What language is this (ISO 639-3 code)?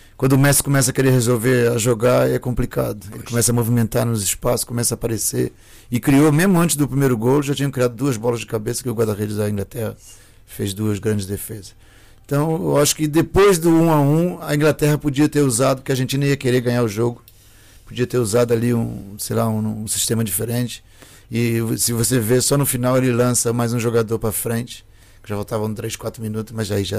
por